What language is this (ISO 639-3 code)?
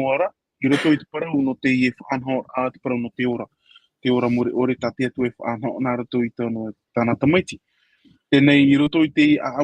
tah